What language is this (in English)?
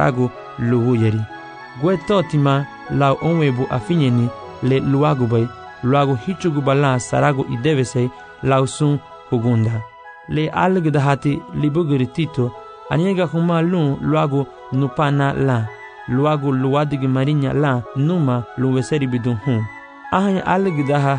Garifuna